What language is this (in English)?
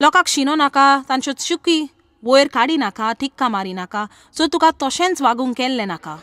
Konkani